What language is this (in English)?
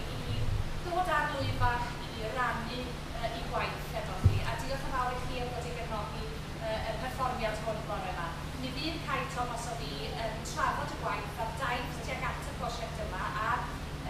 Welsh